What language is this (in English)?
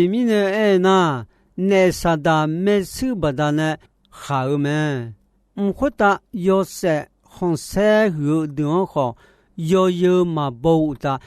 Akha